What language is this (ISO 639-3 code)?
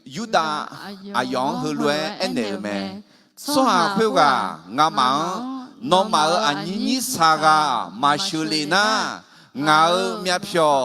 ahk